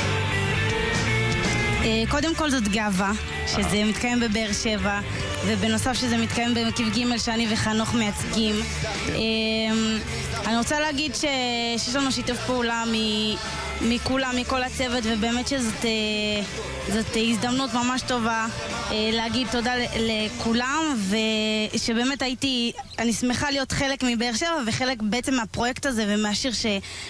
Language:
Hebrew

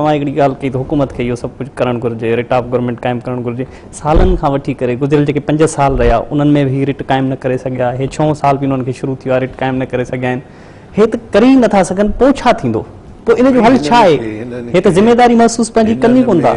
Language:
Sindhi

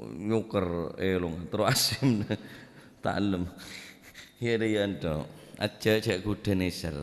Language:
Madurese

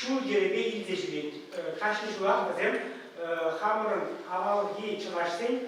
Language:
Chuvash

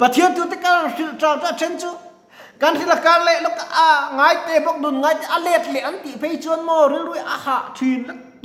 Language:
Mizo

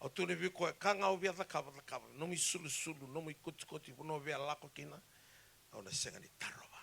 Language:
Fijian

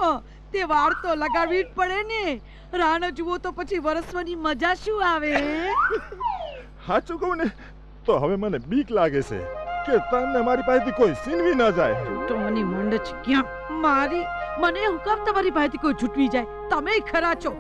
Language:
Gujarati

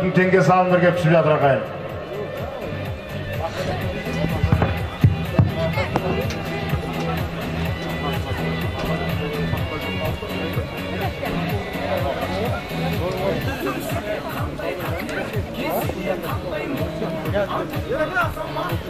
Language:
Kazakh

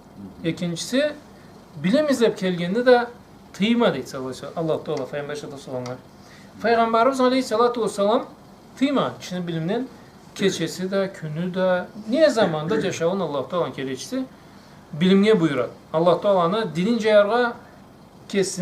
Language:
Karachay-Balkar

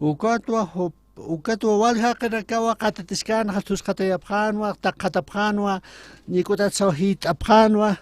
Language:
Aymara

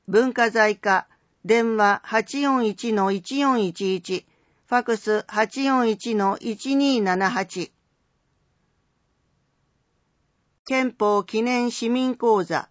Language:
Japanese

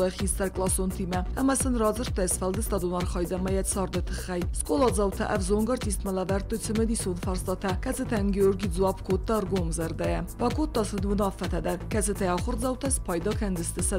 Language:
Ossetic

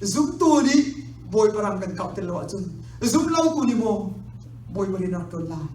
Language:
Hakha Chin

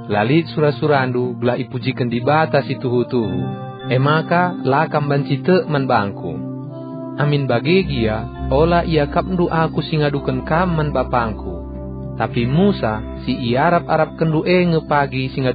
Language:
Batak Karo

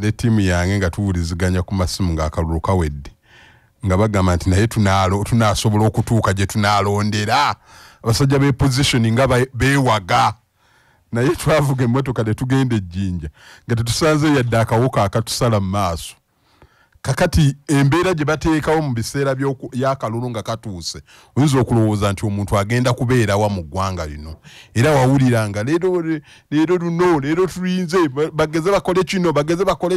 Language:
Ganda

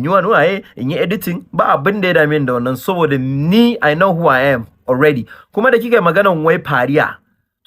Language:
Hausa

